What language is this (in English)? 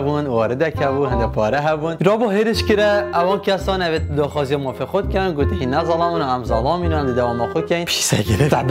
Kurdish